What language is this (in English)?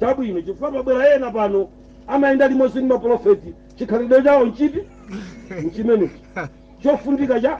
Nyanja